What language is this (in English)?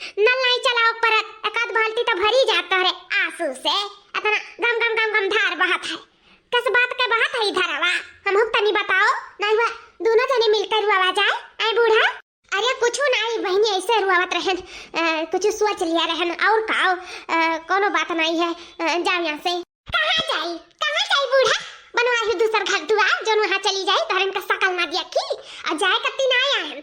Awadhi